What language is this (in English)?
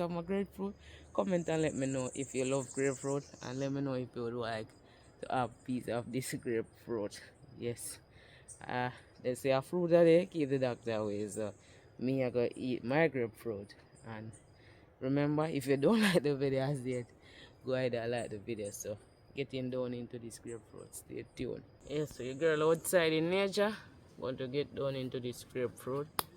Jamaican Creole English